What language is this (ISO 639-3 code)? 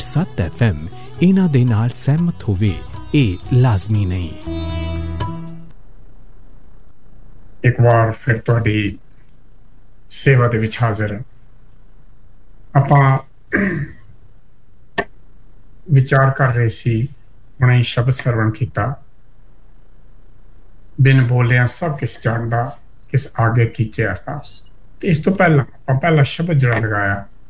pan